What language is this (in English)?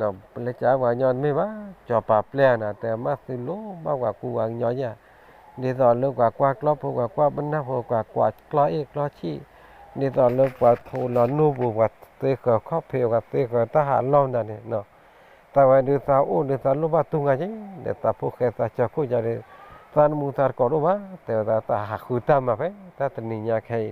S'gaw Karen